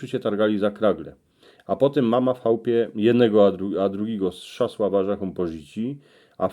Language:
Silesian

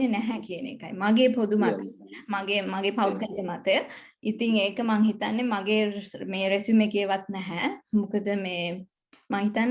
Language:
Sinhala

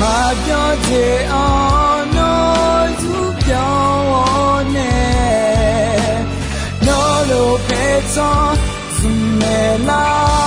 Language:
Akha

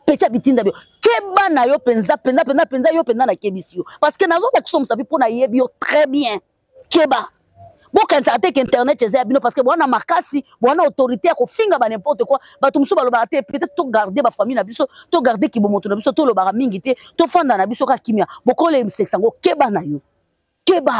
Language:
Lingala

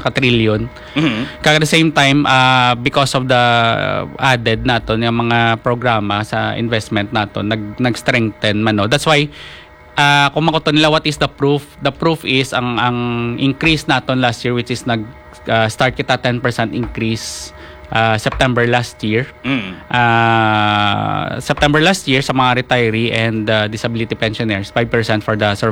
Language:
Hiligaynon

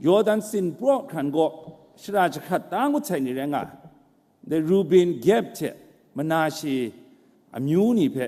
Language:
Kachin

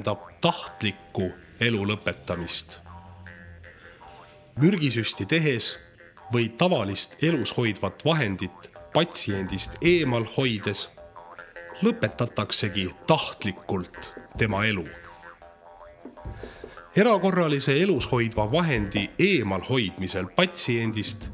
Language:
Estonian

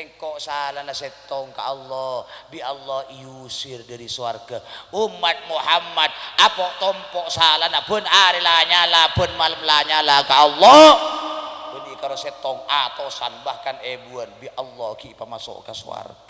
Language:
Madurese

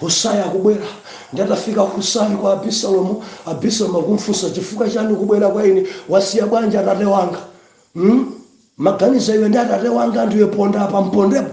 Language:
Nyanja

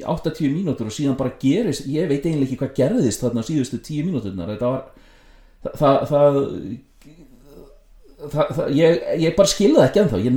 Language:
Icelandic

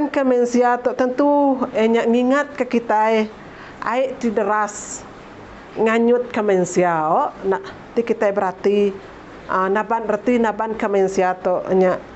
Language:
Iban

